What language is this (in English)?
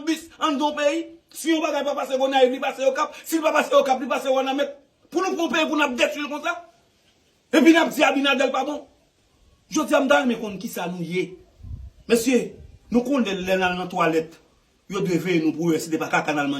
Haitian Creole